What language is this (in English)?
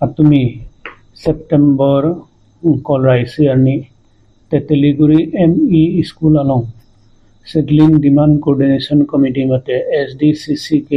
Karbi